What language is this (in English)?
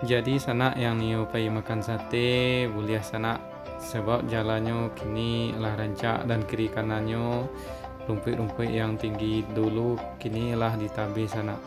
Minangkabau